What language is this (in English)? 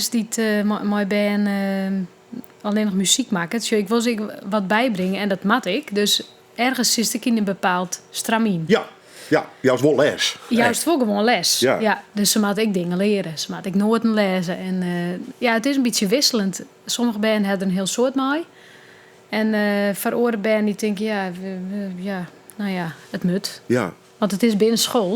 Western Frisian